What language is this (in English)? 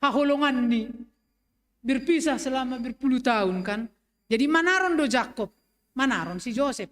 Batak Simalungun